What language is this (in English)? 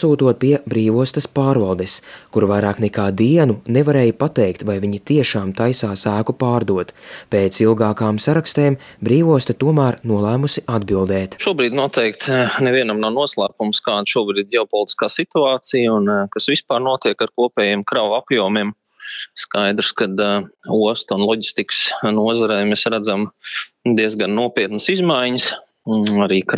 Latvian